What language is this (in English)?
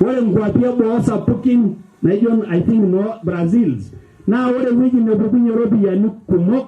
Masai